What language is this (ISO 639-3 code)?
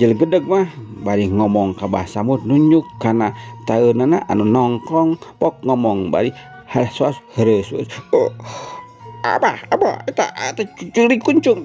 sun